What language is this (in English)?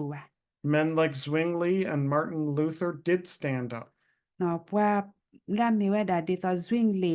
S'gaw Karen